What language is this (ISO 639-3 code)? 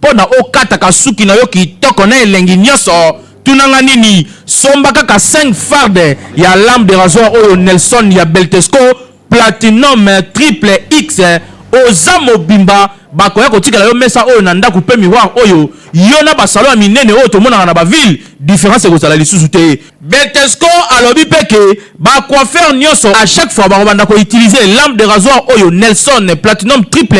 lin